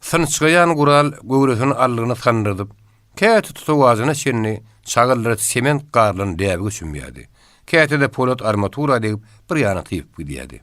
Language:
Turkmen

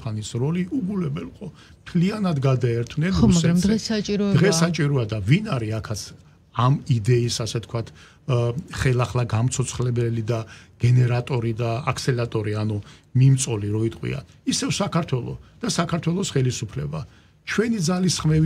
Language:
Georgian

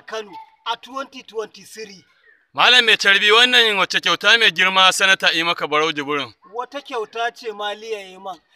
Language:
Hausa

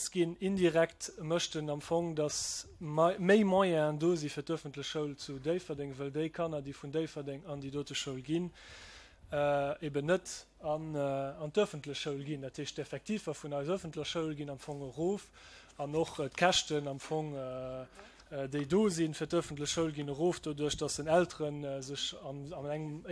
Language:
Luxembourgish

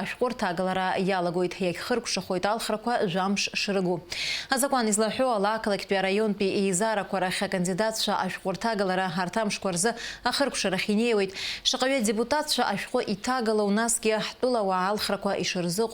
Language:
Abkhazian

